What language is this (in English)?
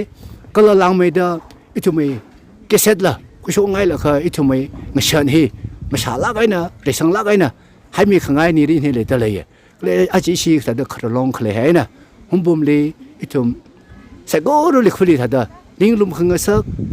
Tangkhul Naga (India)